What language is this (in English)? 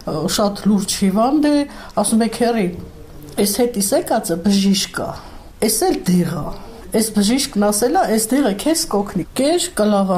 Armenian